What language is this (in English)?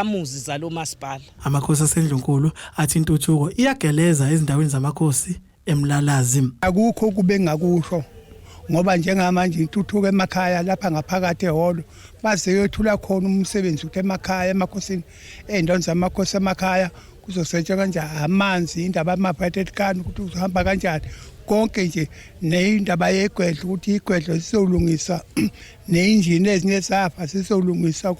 Zulu